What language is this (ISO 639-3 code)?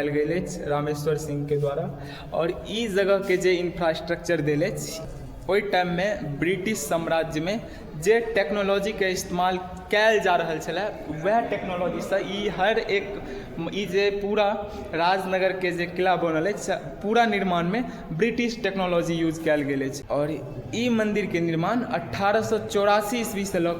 mai